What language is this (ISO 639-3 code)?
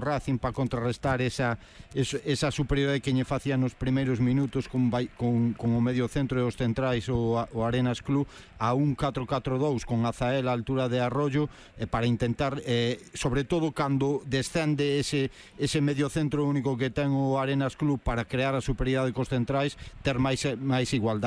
glg